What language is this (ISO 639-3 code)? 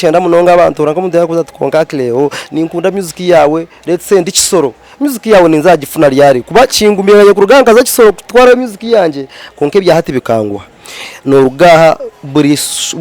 nyn